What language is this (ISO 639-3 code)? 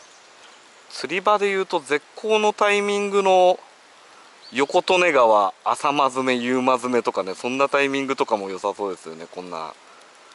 jpn